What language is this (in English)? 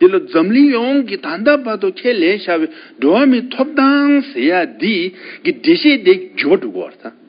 Tibetan